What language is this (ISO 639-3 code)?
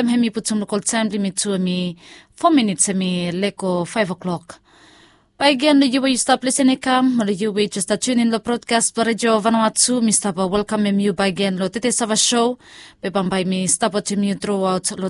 bis